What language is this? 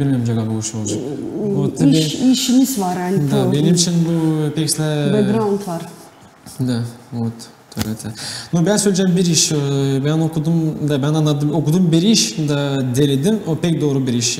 Gagauz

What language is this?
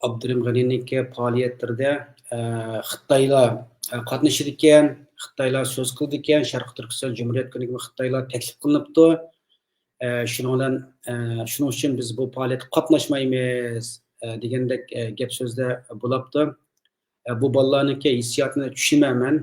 Uyghur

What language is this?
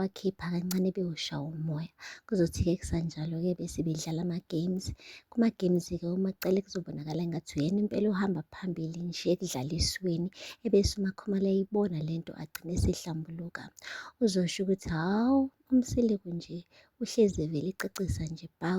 Zulu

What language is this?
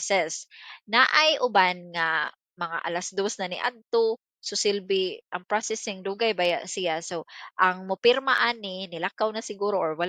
Cebuano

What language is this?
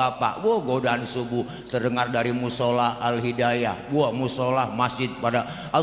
Betawi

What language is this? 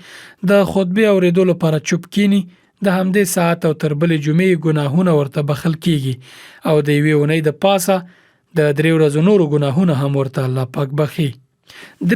Pashto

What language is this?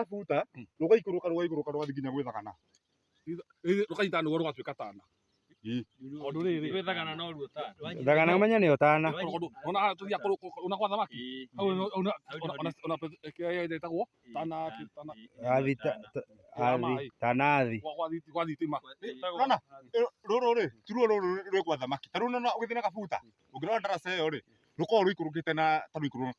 Kikuyu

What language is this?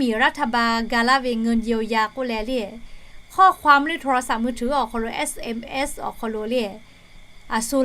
Lahu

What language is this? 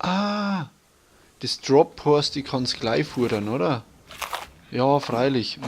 Bavarian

